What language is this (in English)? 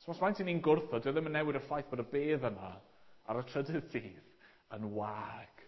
Welsh